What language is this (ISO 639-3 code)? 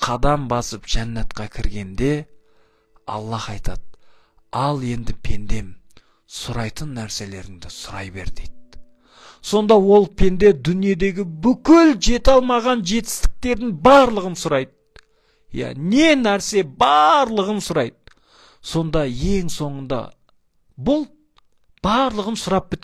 kaz